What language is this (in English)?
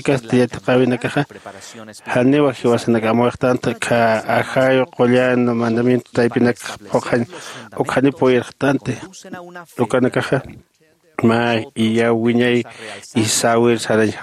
Aymara